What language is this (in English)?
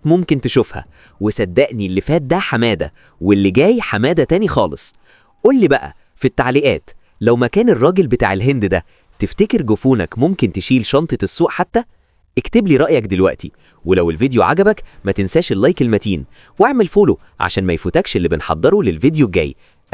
Egyptian Arabic